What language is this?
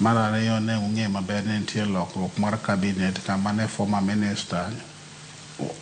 Luo (Kenya and Tanzania)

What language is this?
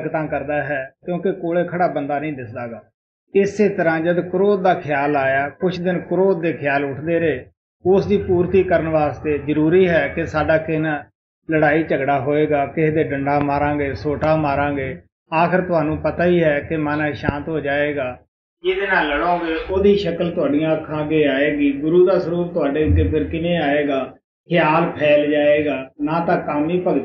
Punjabi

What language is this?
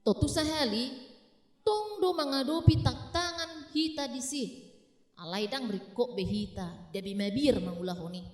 Batak Toba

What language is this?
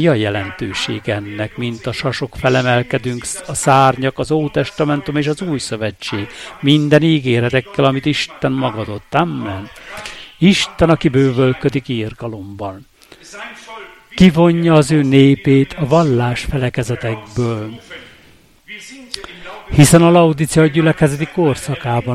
Hungarian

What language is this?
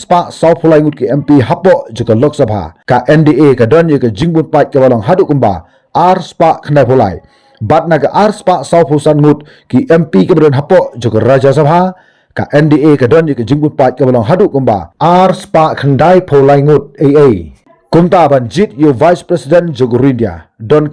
Khasi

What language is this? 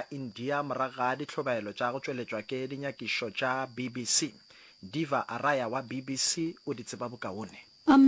Northern Sotho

